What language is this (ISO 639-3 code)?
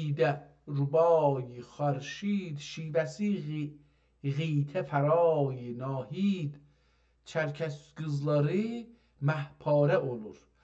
azb